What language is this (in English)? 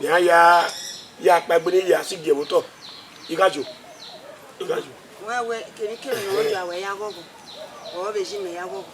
Bini